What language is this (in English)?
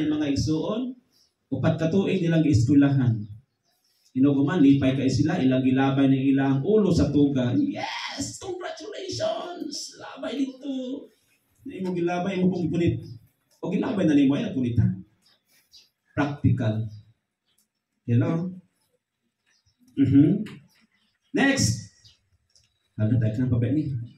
Cebuano